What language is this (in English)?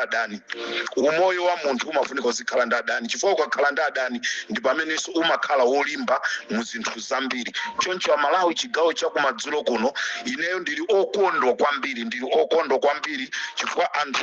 Nyanja